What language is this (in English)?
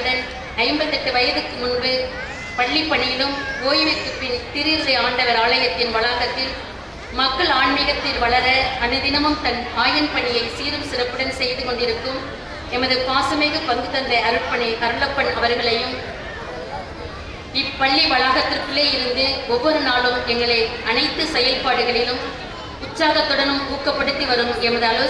Tamil